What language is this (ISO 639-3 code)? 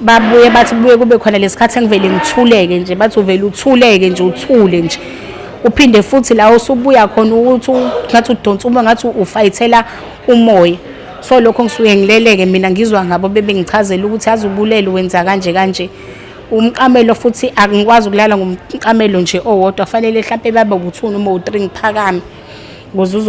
zul